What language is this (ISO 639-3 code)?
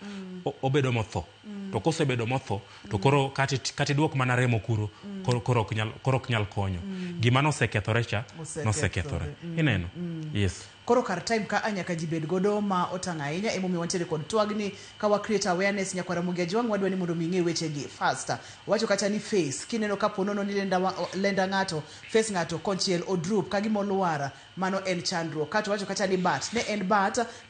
luo